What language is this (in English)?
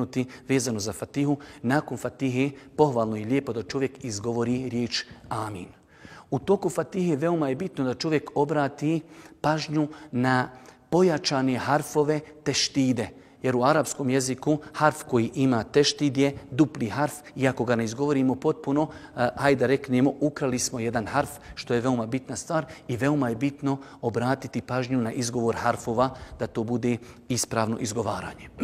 Bosnian